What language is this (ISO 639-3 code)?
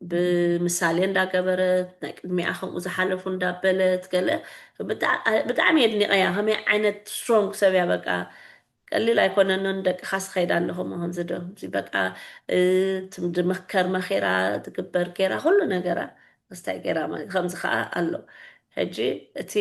tir